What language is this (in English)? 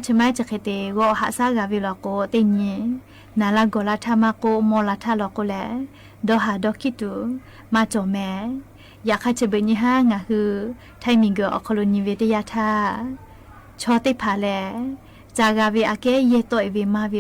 Lahu